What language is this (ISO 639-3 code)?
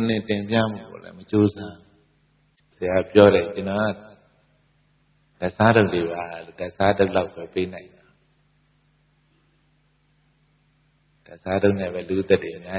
mya